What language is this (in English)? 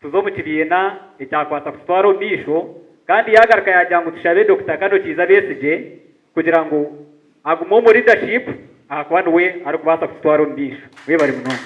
Nyankole